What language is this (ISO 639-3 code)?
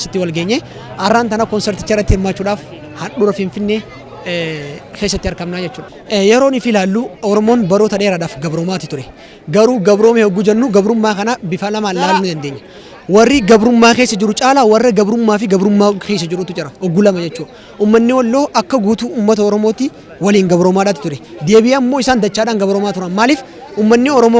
orm